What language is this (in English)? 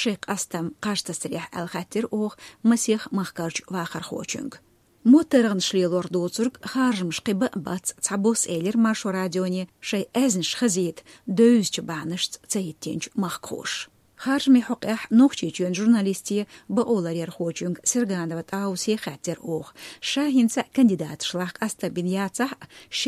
Chechen